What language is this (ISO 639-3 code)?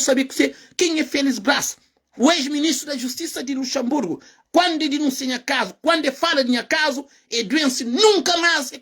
kea